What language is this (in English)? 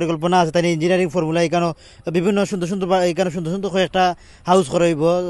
Sylheti